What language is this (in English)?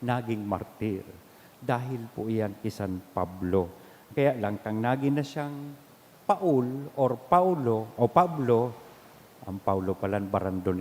Bikol